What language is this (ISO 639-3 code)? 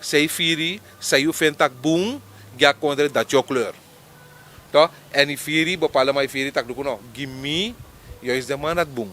srn